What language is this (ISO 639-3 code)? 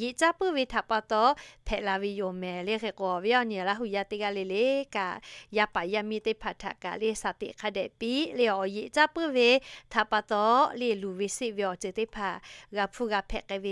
lhu